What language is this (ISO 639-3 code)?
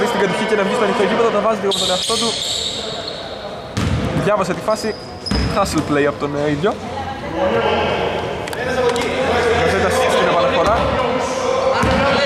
ell